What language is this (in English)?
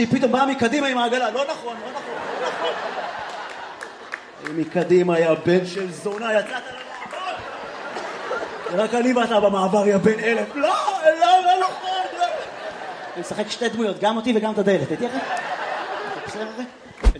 Hebrew